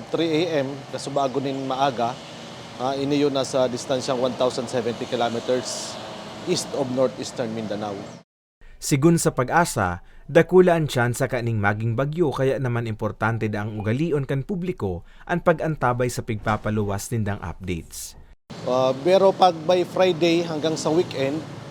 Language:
Bikol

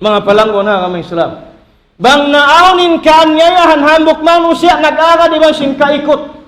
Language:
Tausug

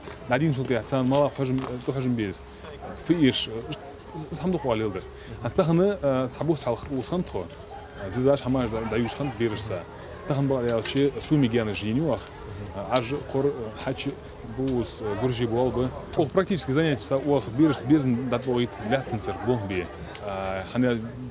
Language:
Ingush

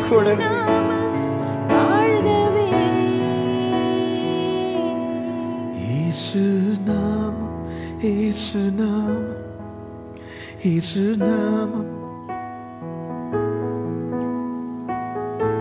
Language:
Tamil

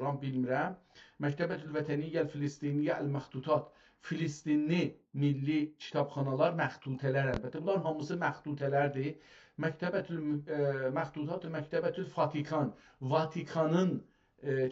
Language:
South Azerbaijani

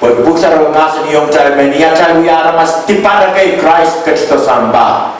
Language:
Pohnpeian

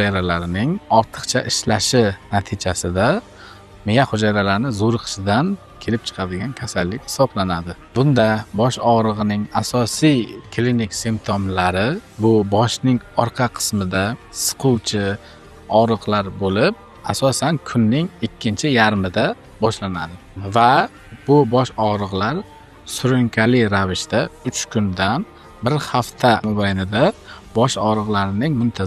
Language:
Uzbek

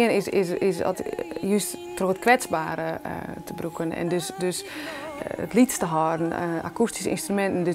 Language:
Western Frisian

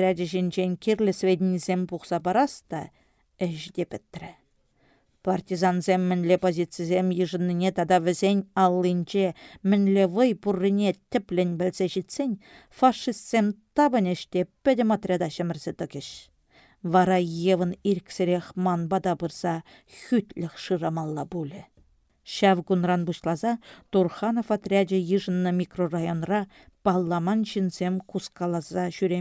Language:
Chuvash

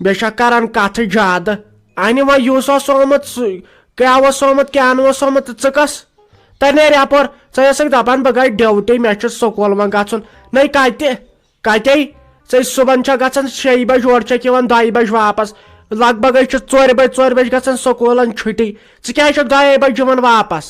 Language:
Kashmiri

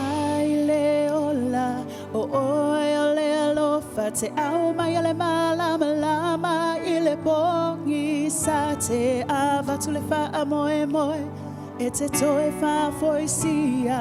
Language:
Samoan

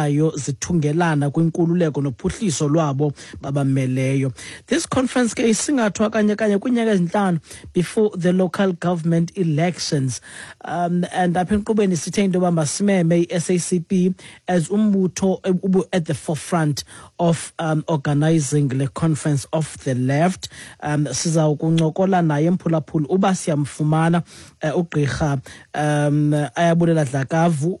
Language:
Xhosa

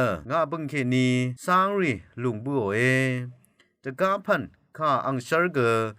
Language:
Rawang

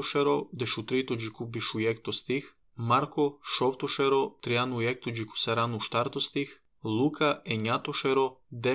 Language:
Serbian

